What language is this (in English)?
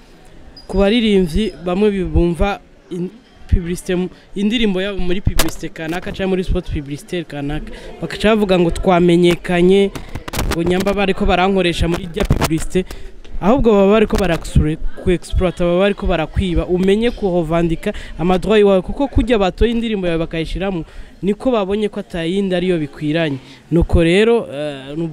Rundi